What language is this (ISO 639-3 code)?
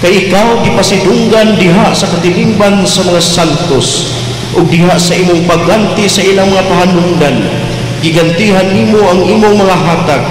ceb